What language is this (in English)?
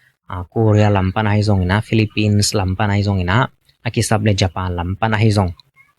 Tedim Chin